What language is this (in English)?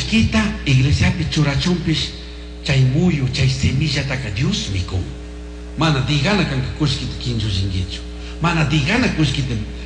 Chimborazo Highland Quichua